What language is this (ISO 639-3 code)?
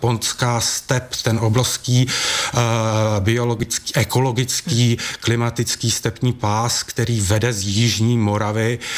ces